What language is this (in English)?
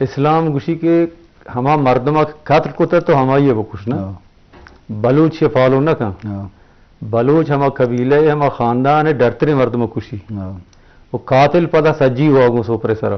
Eastern Balochi